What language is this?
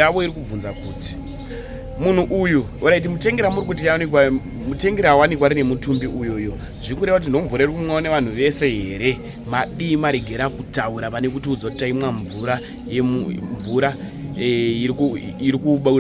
Shona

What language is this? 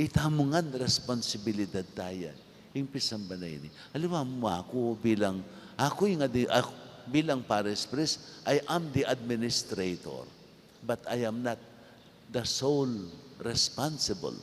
Pampanga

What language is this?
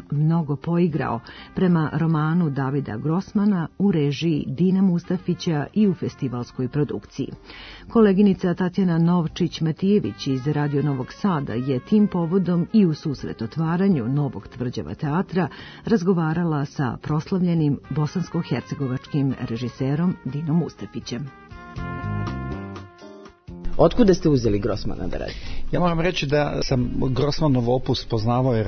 Serbian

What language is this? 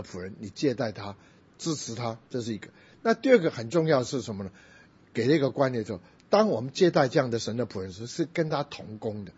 Chinese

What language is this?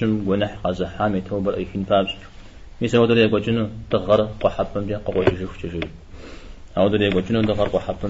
Kabardian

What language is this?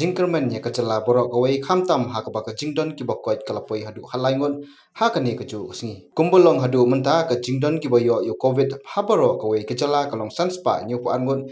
Khasi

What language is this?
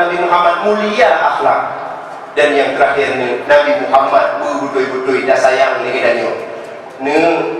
Achinese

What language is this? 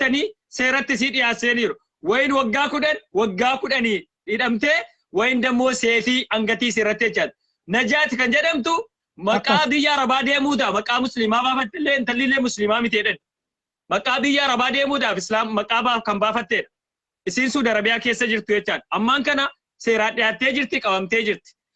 Oromo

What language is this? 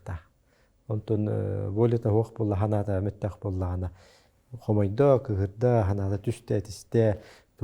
Yakut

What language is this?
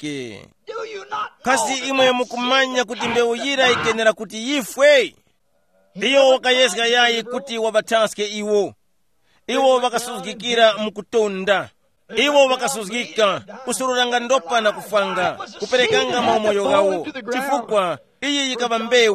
Tumbuka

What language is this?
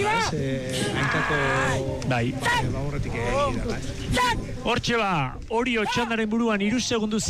Basque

